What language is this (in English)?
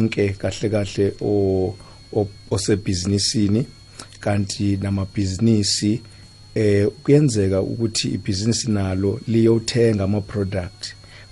South Ndebele